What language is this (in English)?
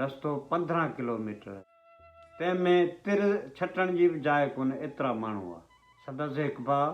Sindhi